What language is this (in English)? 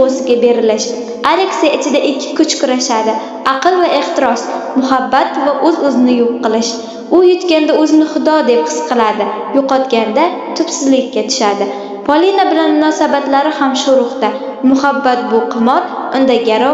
Uzbek